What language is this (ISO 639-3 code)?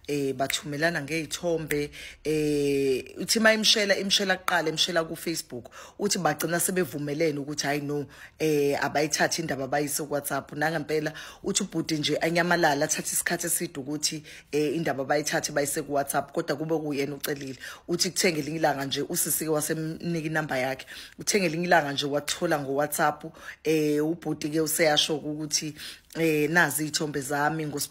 zul